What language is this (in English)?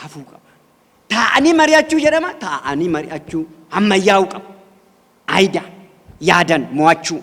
Oromo